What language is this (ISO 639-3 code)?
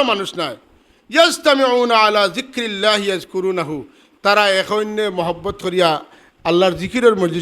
syl